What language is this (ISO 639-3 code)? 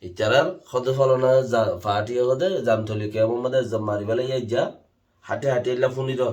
rhg